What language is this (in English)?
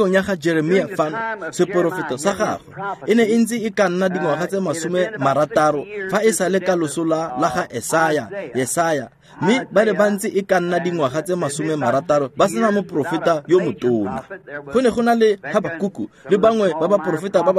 Tswana